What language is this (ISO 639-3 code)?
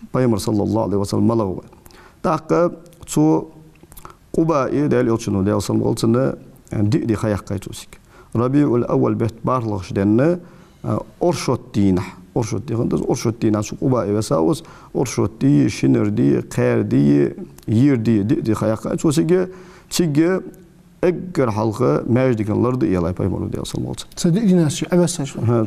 inh